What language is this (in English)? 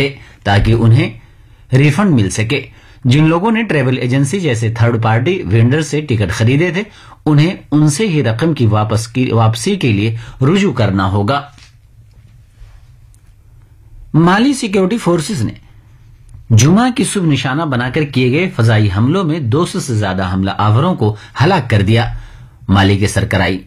Urdu